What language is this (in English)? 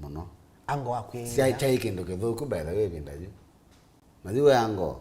Kamba